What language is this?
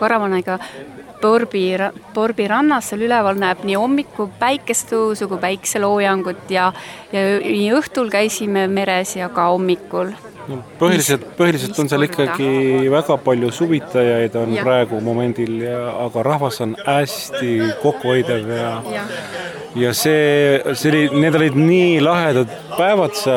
Estonian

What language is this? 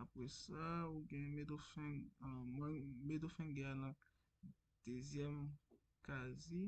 Haitian Creole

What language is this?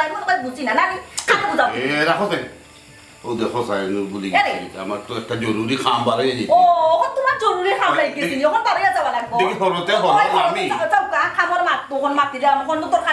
Sylheti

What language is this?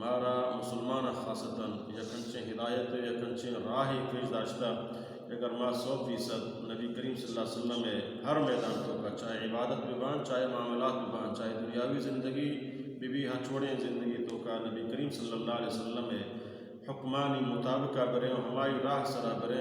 Baluchi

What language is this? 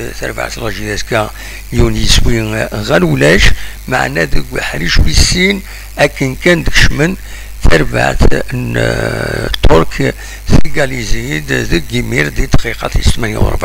Kabyle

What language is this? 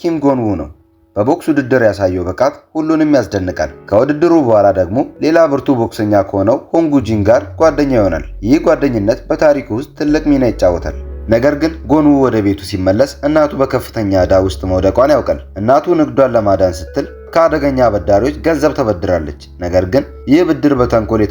Amharic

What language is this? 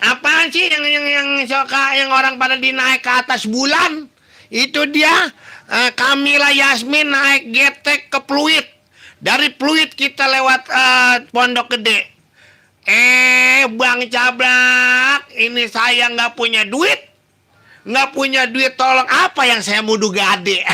Betawi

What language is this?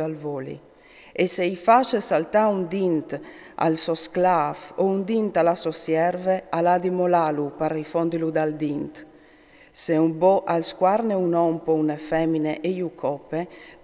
Friulian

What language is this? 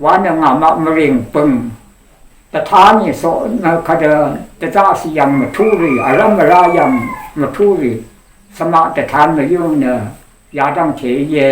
Rawang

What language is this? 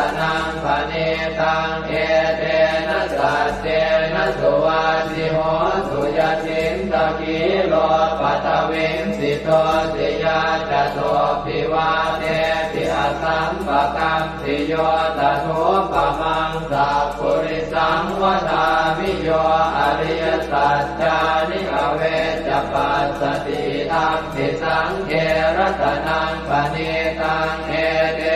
Pali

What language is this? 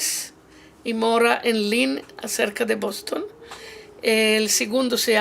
Ladino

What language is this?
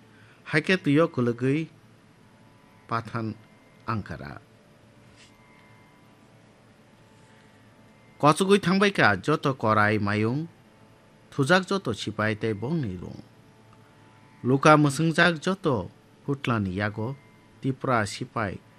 Bangla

